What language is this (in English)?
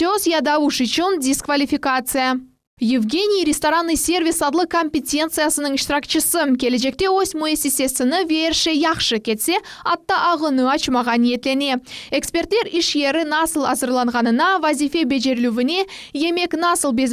Crimean Tatar